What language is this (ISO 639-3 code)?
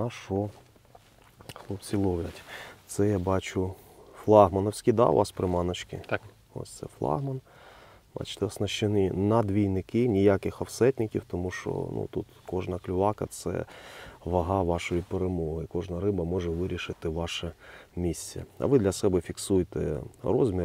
ukr